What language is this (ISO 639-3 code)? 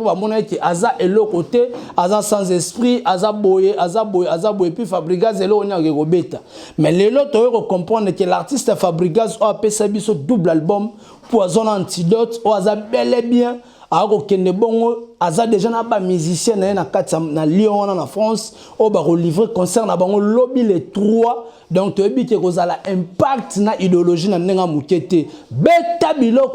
lin